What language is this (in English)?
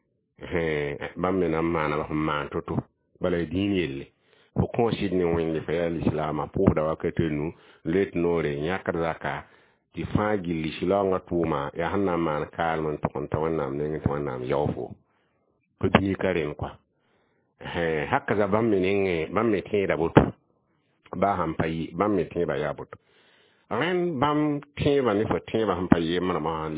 Mossi